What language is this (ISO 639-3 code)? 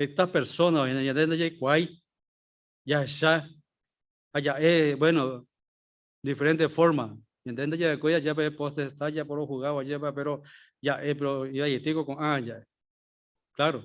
grn